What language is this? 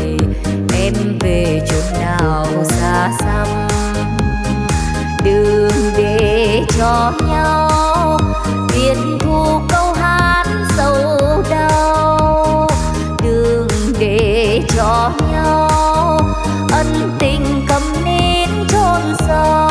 Vietnamese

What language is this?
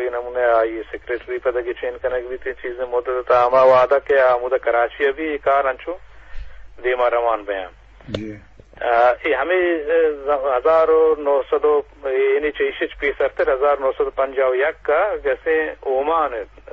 Eastern Balochi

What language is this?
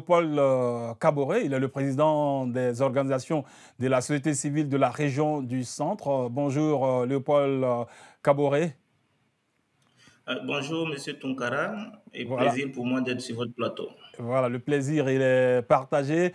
French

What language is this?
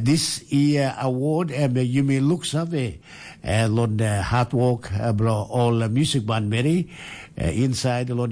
Tok Pisin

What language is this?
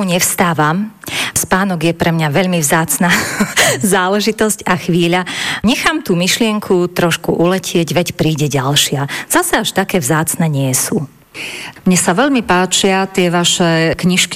Slovak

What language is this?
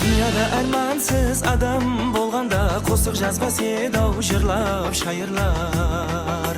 Kara-Kalpak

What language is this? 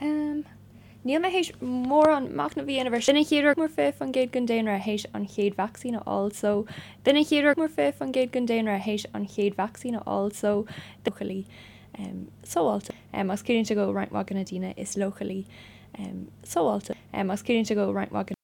Irish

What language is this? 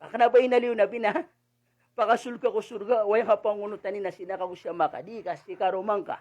Maranao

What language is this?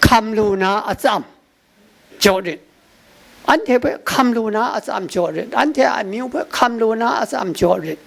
Kachin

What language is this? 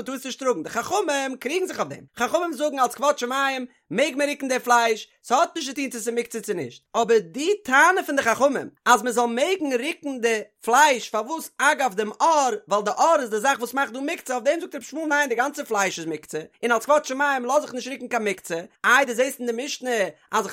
Yiddish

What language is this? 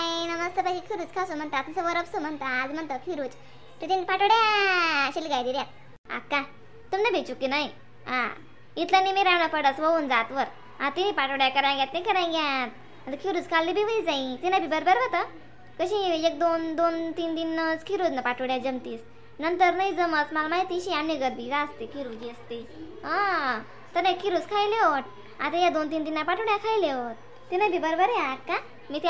Khandesi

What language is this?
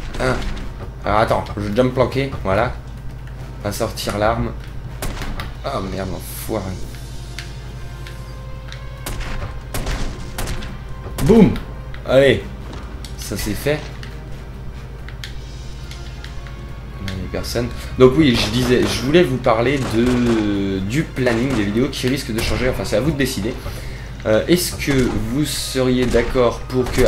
French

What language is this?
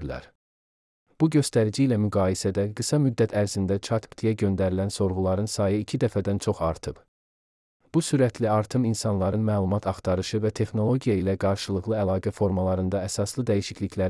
Azerbaijani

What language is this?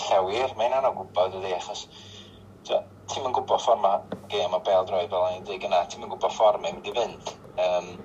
Welsh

